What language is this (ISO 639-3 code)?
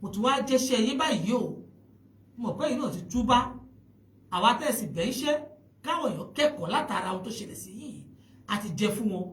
yor